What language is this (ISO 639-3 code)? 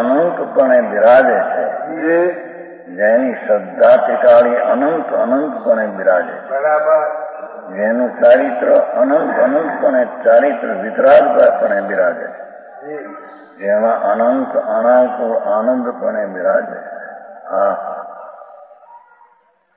guj